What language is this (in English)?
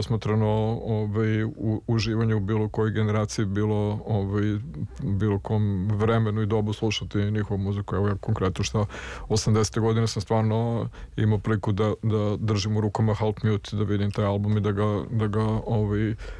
Serbian